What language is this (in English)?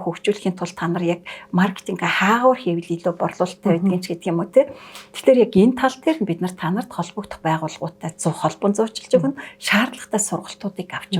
Mongolian